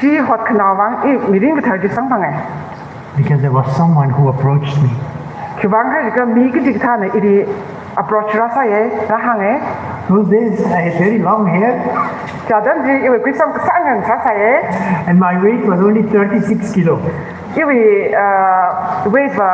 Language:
Tangkhul Naga (India)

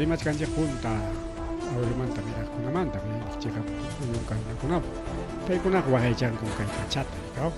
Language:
Ayacucho Quechua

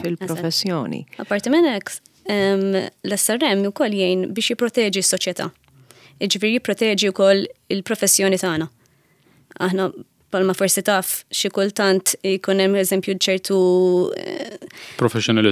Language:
Maltese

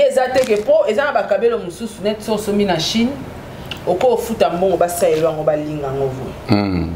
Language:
Lingala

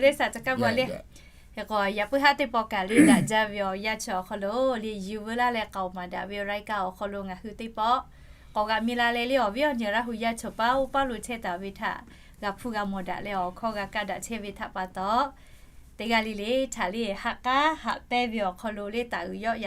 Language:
Lahu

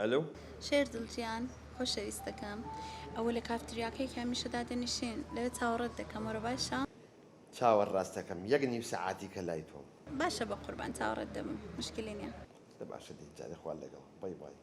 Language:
Central Kurdish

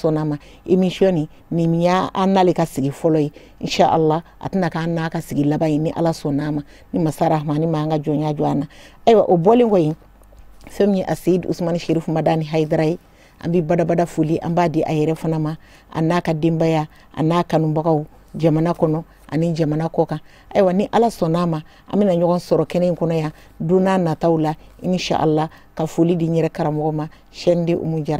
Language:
Bambara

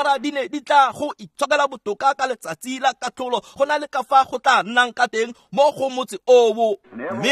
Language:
Tswana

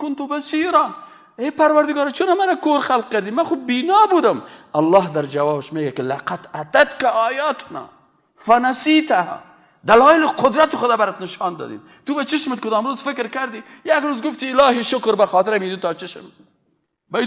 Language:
Persian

